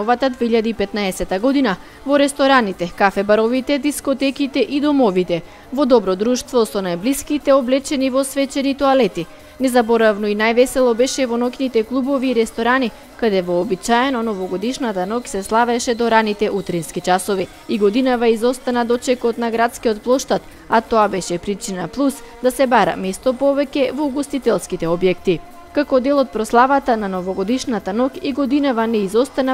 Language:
Macedonian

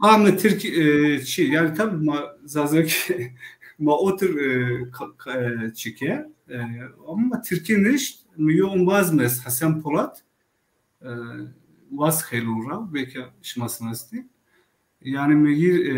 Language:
Zaza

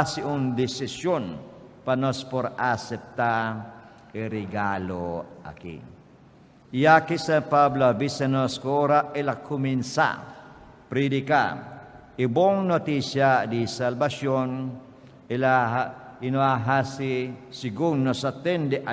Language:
Papiamento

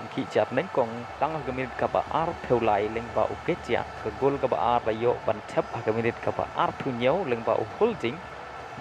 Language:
Khasi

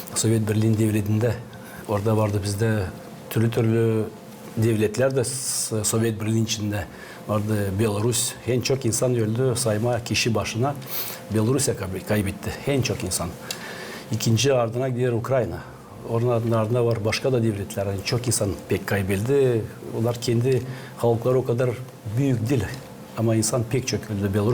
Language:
Gagauz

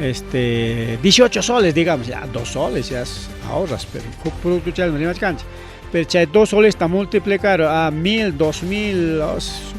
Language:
Ayacucho Quechua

